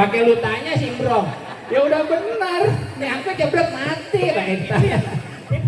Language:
Betawi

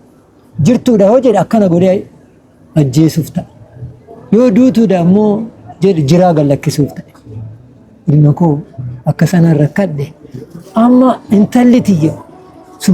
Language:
Oromo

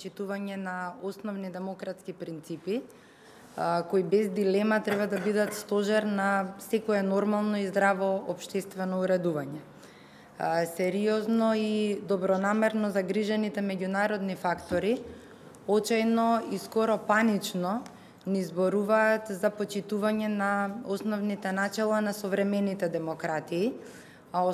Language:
Macedonian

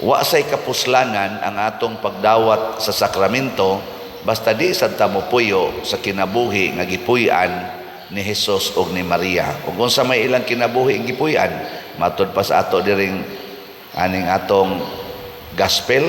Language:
Cebuano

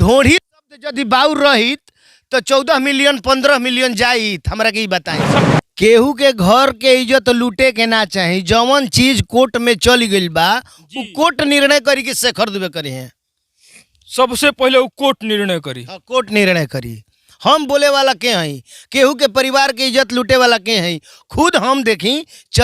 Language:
Bhojpuri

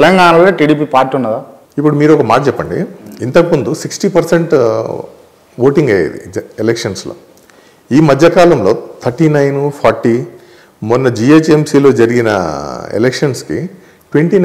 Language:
Telugu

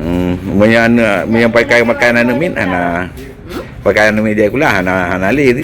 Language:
Achinese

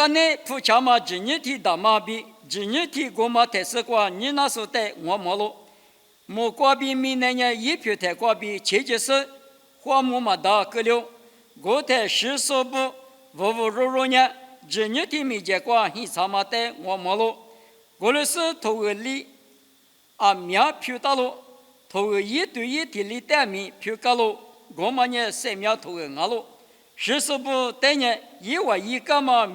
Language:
Lisu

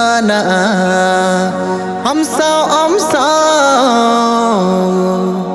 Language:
Hindi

